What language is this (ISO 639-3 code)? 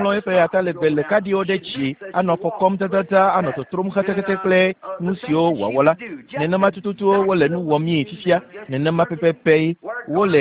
ewe